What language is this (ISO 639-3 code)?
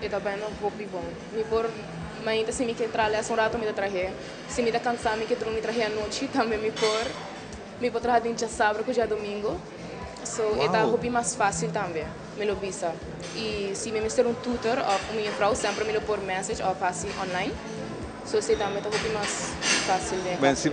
pap